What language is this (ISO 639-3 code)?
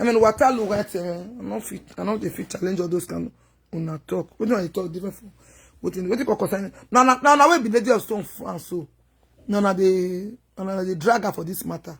pcm